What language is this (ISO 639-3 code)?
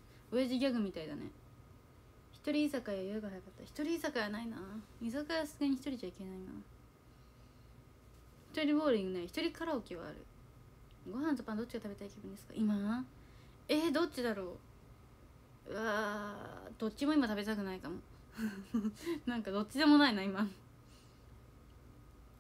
jpn